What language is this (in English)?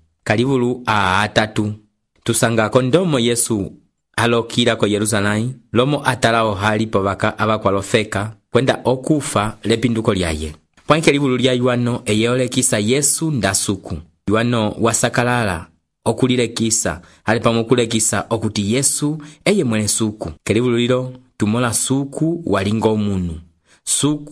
Umbundu